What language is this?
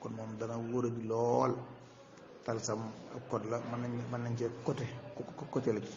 Wolof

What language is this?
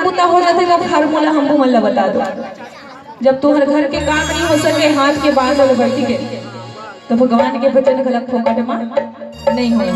Chhattisgarhi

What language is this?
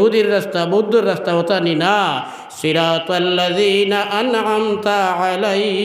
Sylheti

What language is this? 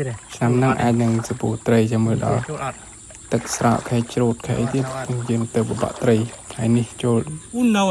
Khmer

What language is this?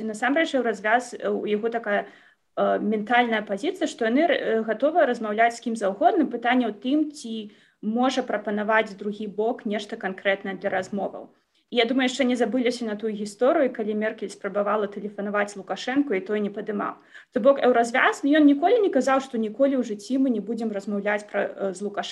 Belarusian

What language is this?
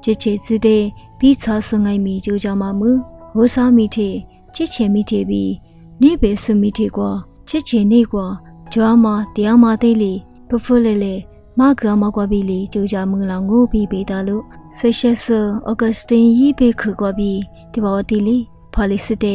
Lisu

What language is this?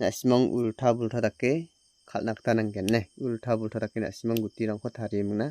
Garo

